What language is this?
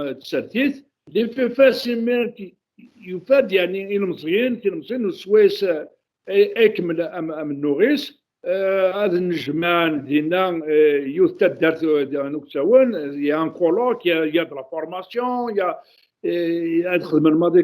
Kabyle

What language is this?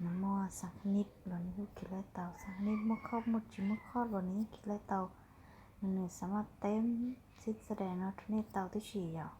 Hmong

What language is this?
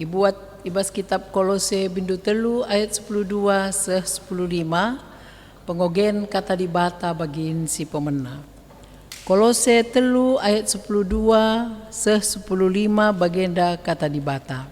Batak Karo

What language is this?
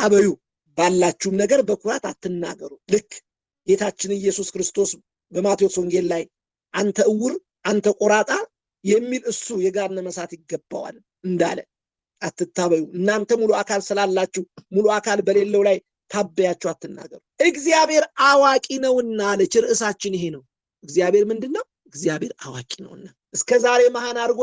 Amharic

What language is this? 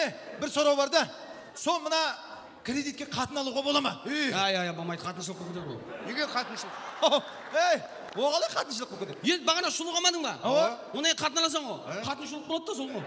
Kara-Kalpak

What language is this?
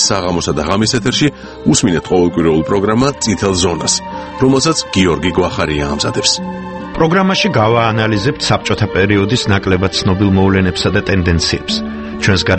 Georgian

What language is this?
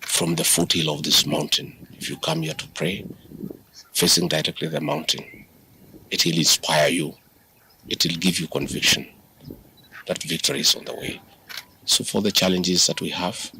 Kamba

